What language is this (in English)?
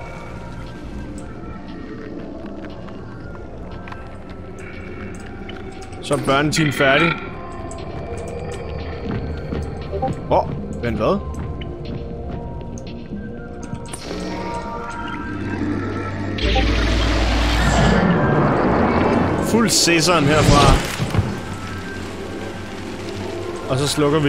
Danish